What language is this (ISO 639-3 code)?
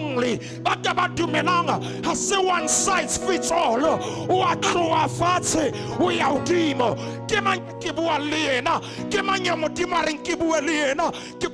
sot